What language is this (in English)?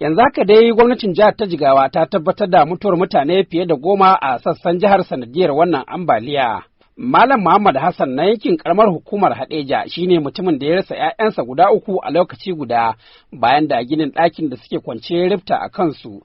Hausa